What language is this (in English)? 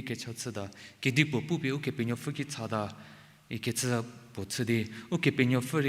Angami Naga